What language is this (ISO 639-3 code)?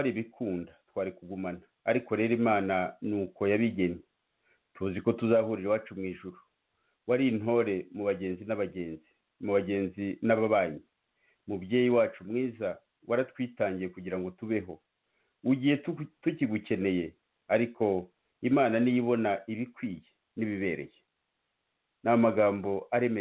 kin